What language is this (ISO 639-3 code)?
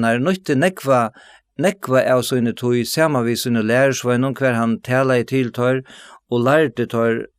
fao